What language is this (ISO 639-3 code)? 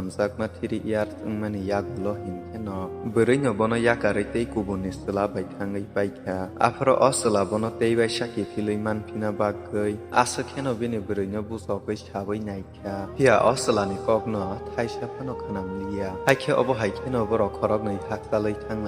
trp